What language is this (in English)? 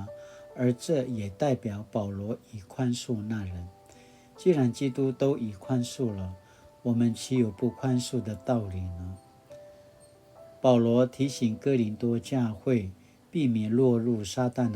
Paiwan